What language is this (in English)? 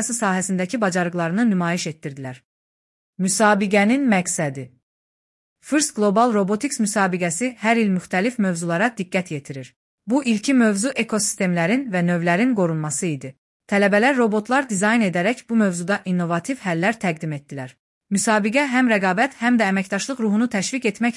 Azerbaijani